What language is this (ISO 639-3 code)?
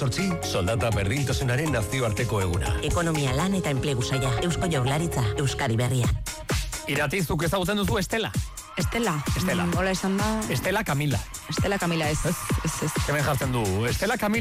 eus